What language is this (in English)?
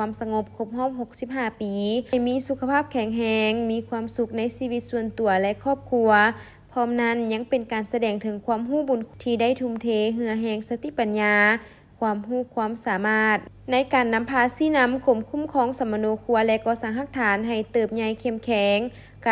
Lao